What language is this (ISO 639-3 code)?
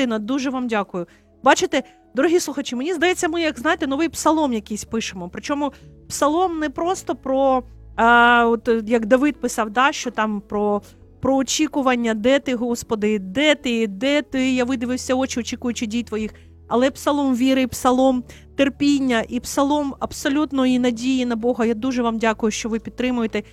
ukr